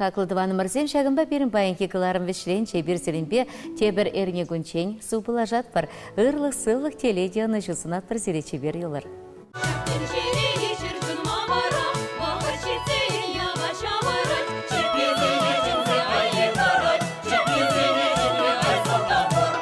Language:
Chuvash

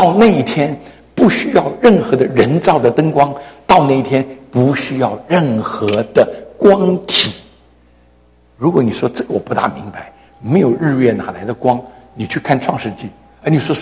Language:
Chinese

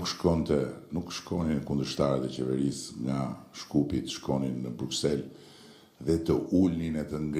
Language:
Albanian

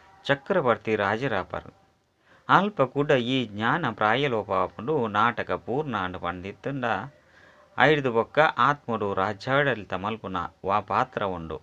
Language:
Tulu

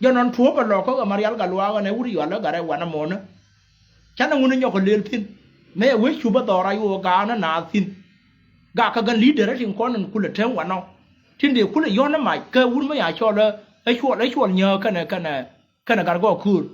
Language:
Nuer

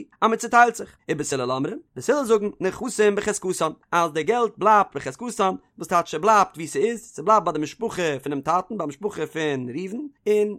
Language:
Yiddish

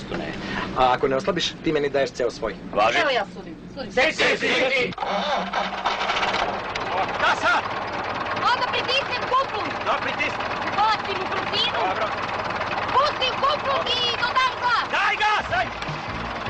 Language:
Serbian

